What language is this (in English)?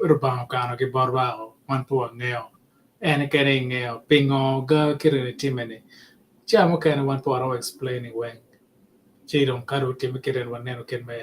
Acoli